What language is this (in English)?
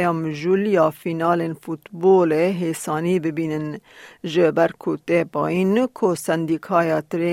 Kurdish